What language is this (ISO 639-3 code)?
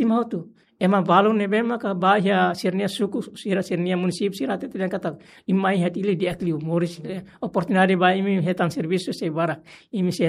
tet